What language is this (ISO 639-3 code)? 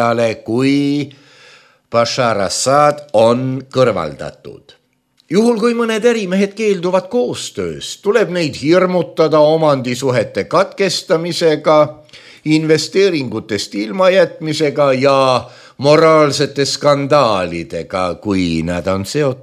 est